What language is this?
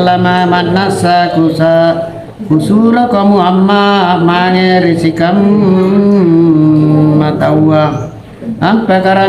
Makasar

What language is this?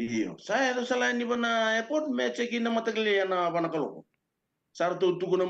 Fijian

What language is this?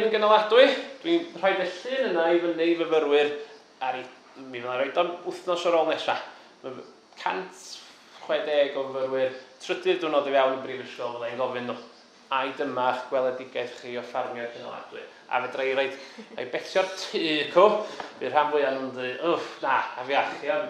Welsh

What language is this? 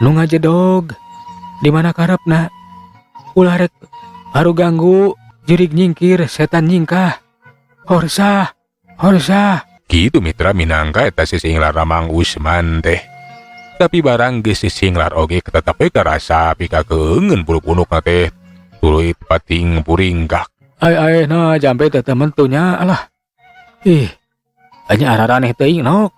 Sundanese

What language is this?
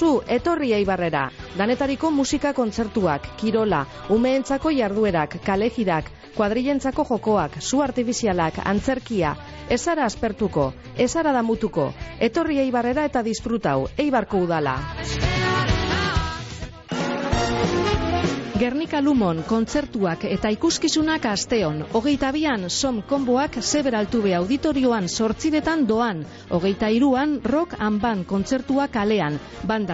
Basque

